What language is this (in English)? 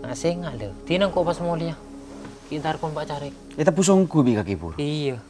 Madurese